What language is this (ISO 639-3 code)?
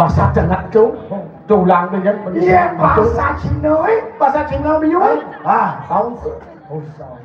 ban